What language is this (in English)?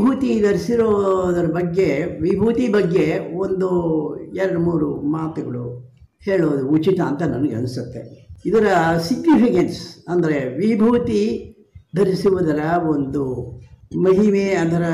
Kannada